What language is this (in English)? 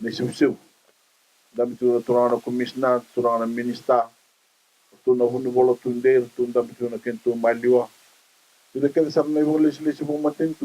Fijian